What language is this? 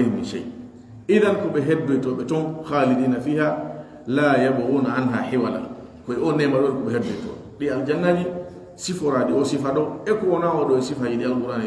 Pular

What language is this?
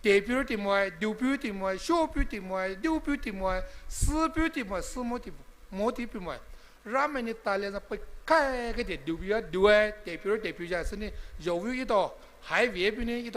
Poumei Naga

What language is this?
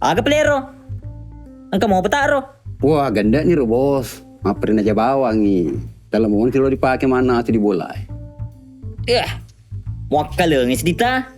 Buginese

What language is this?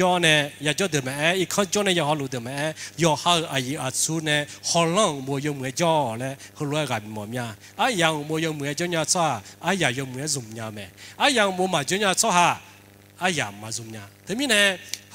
Akha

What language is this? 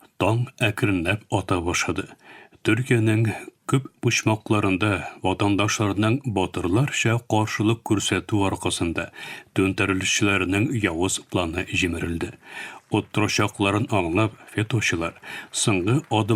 Tatar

